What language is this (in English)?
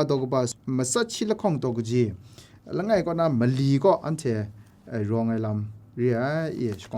Kachin